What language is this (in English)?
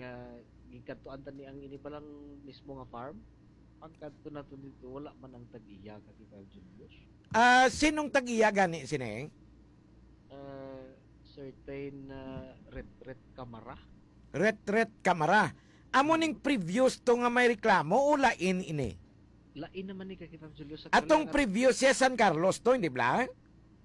Hiligaynon